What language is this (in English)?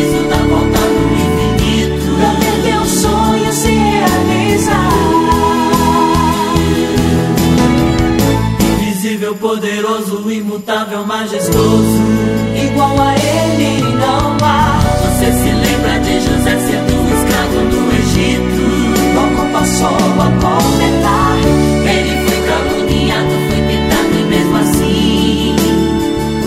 Portuguese